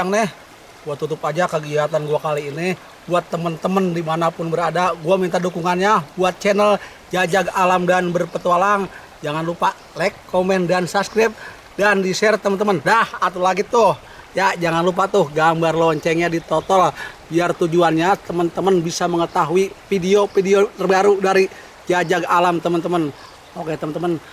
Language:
Betawi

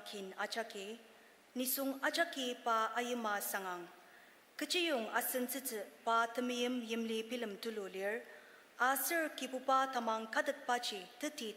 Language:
Ao Naga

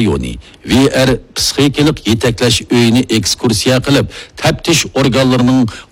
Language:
Uyghur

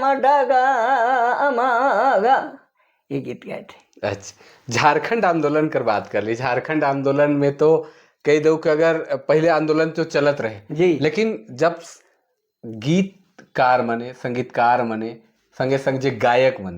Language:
Sadri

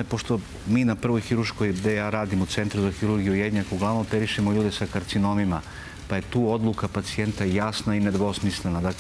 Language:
Serbian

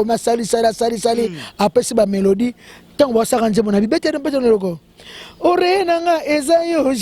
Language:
Lingala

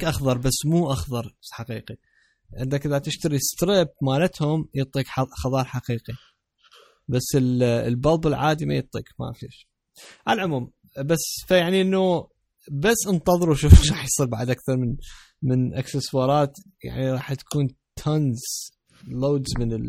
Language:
Mesopotamian Arabic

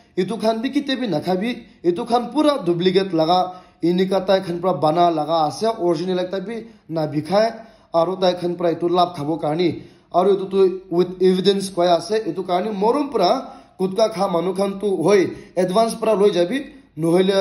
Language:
Naga Pidgin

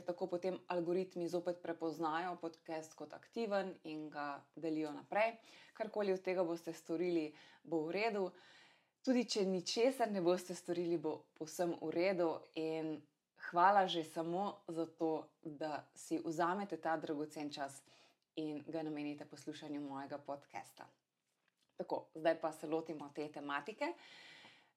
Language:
Slovenian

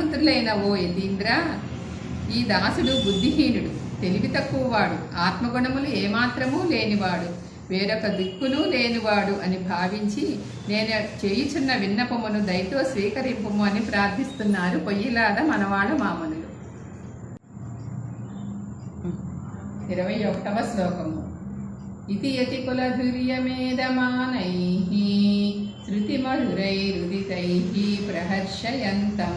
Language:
Telugu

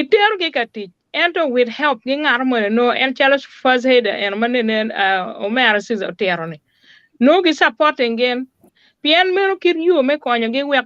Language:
Acoli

